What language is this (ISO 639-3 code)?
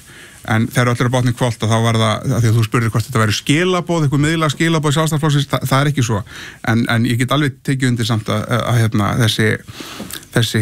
isl